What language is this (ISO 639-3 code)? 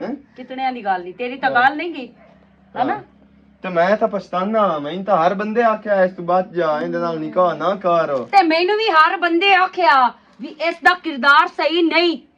lah